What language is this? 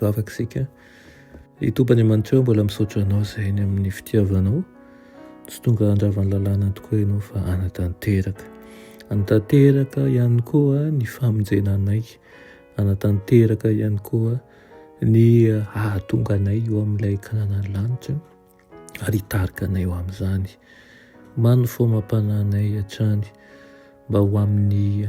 Malagasy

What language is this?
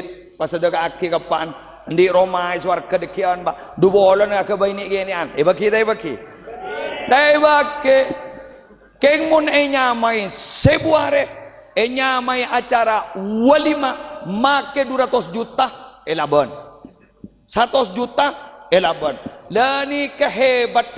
Madurese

